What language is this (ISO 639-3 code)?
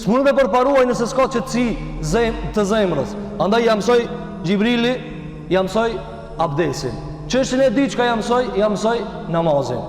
sqi